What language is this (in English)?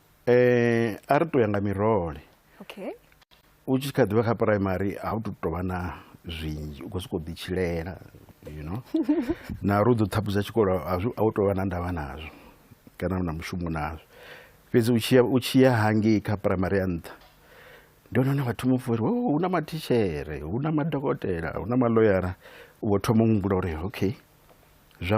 Venda